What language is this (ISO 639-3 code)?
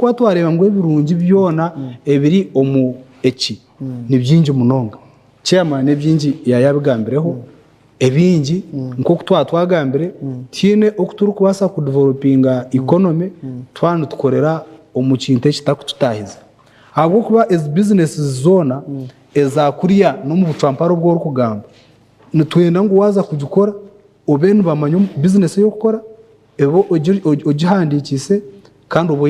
nyn